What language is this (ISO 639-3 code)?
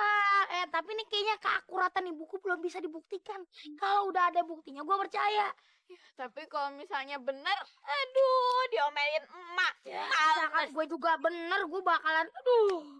bew